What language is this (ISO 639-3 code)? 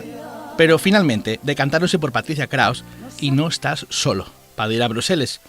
ast